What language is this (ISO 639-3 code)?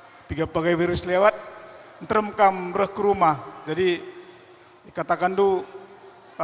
btx